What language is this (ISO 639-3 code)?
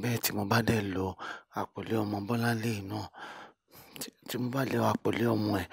yor